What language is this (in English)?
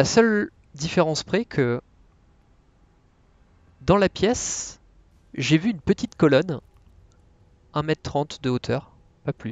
French